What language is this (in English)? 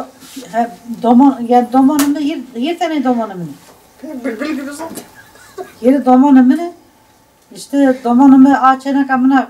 Zaza